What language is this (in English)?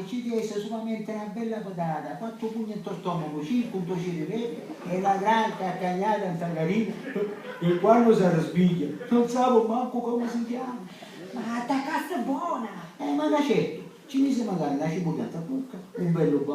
Sicilian